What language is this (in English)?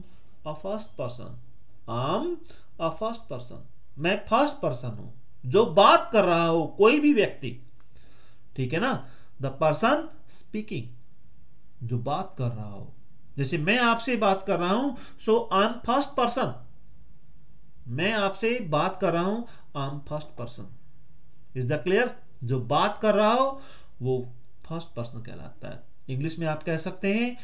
Hindi